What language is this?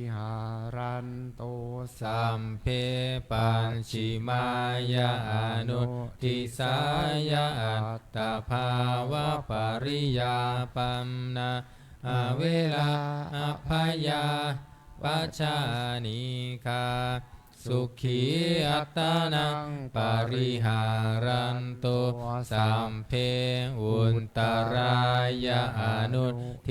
Pali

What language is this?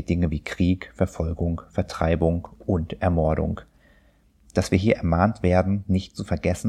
German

